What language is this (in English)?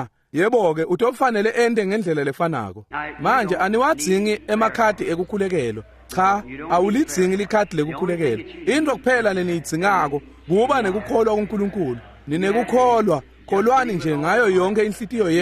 Swati